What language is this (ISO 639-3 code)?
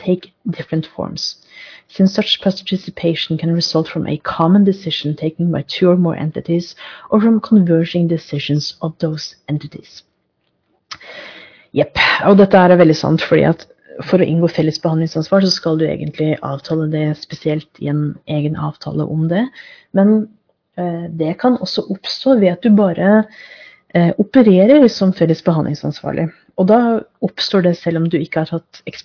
nor